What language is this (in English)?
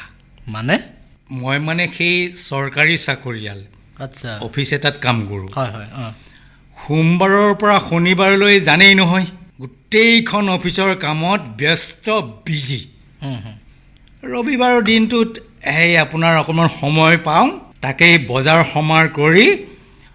Assamese